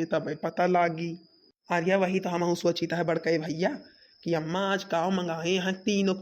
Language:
Awadhi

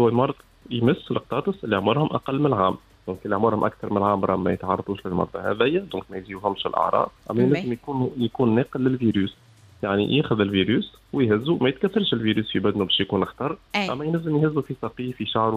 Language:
Tunisian Arabic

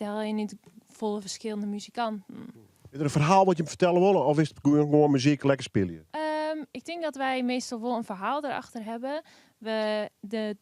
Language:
Western Frisian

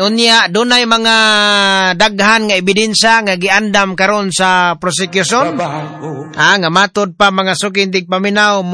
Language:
Cebuano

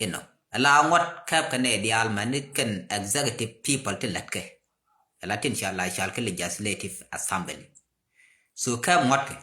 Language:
Nuer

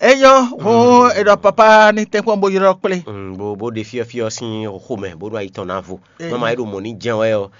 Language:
Fon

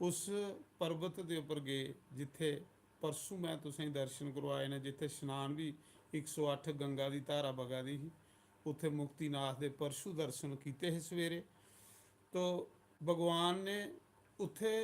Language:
Dogri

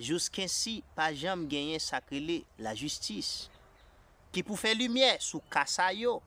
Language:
Haitian Creole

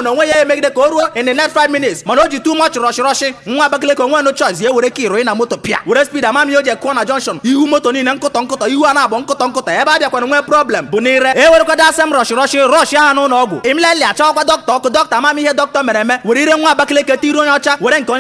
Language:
Igbo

